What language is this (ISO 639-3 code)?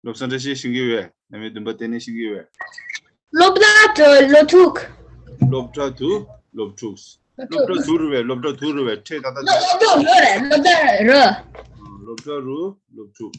bod